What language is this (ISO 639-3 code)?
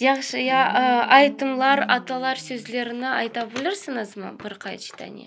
crh